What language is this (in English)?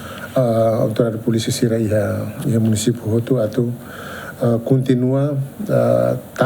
Tetum